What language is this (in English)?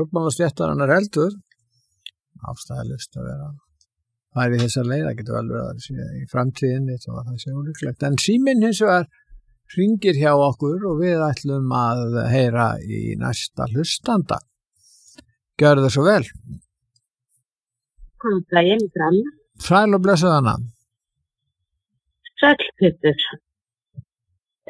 Icelandic